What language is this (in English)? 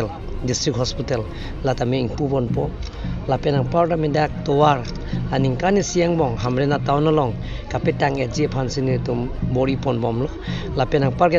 Karbi